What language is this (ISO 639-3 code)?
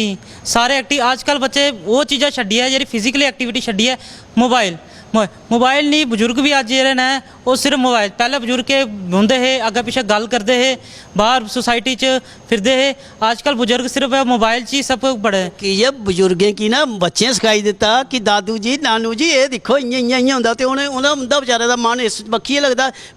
doi